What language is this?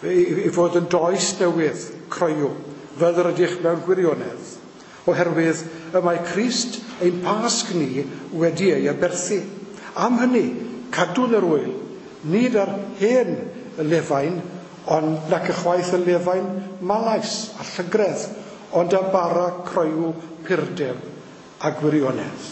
Welsh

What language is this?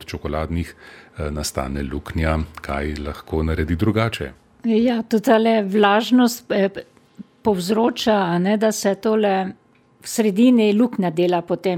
Slovenian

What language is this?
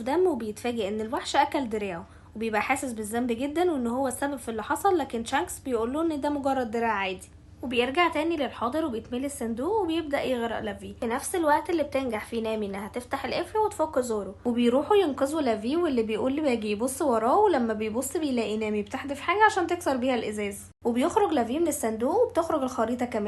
Egyptian Arabic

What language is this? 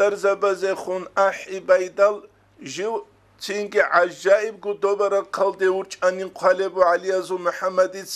Avaric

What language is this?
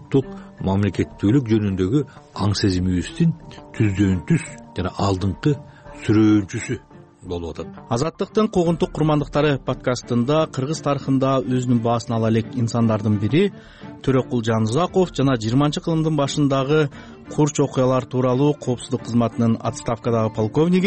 Kyrgyz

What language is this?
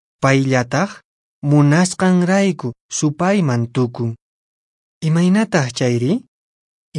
Quechua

